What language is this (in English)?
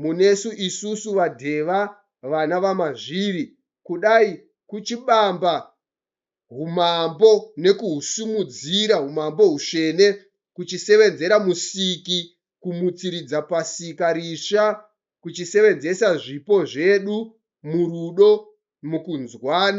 Shona